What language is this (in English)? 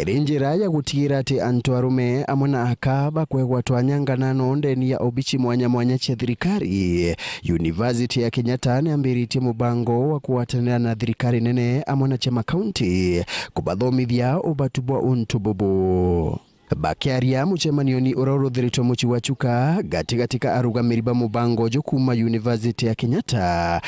Meru